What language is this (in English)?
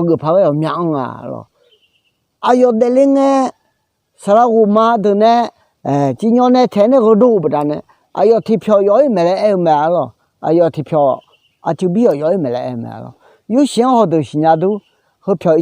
Akha